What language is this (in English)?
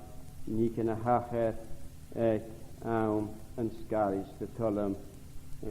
Scottish Gaelic